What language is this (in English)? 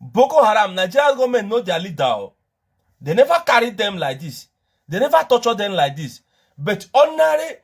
Nigerian Pidgin